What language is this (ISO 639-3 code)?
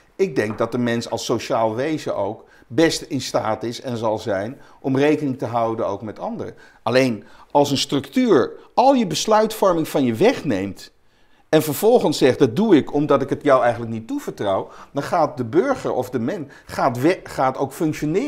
nld